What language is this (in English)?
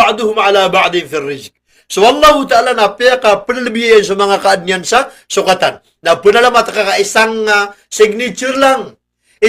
Maranao